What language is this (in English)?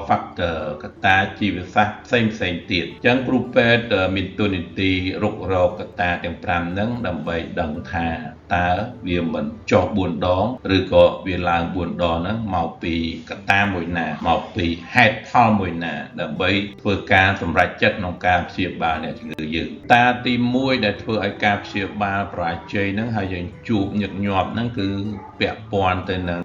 Khmer